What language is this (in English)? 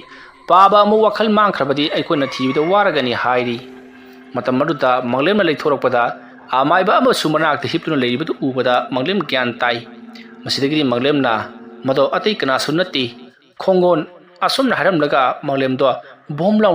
Manipuri